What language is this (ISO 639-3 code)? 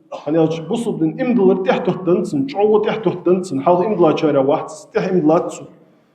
inh